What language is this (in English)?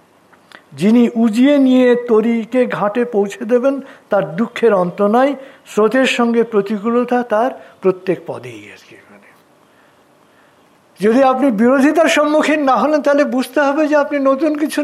Bangla